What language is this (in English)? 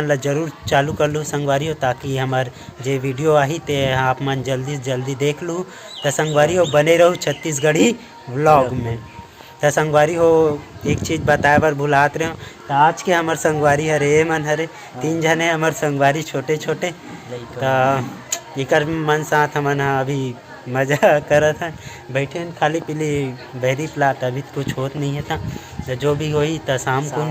Chhattisgarhi